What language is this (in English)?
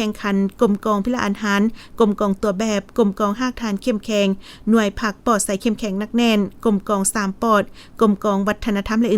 Lao